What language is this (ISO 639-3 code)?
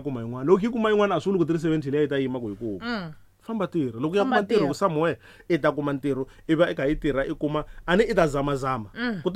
tso